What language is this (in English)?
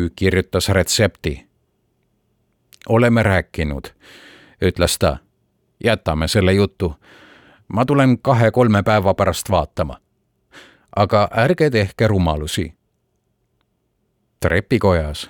Estonian